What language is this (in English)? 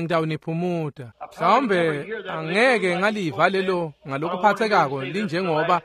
Swati